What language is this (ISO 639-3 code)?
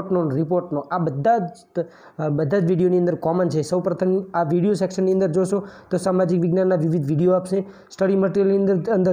guj